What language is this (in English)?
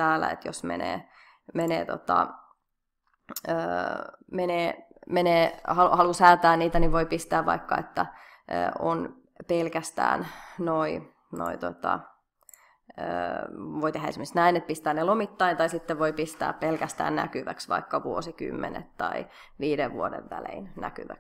Finnish